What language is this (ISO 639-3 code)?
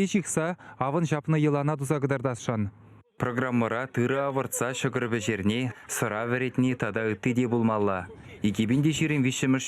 chv